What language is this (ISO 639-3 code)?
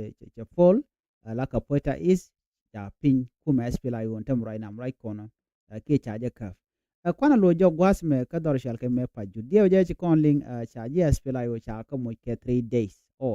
nus